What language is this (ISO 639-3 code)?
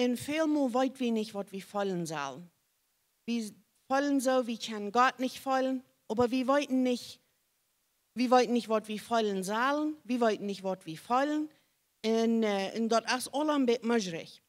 pdt